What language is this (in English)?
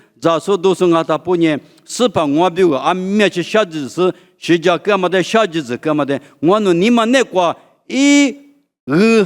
Lisu